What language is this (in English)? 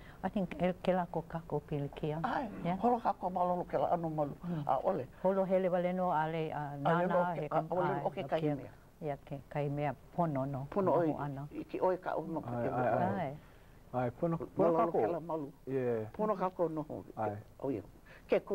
Hawaiian